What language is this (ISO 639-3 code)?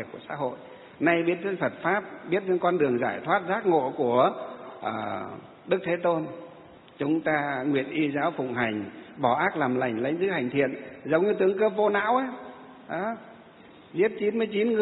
vie